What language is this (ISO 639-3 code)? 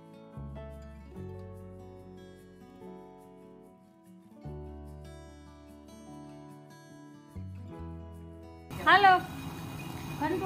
guj